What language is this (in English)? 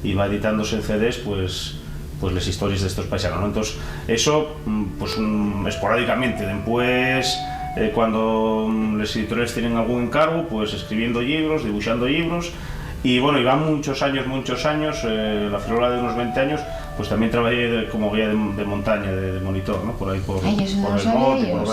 Asturian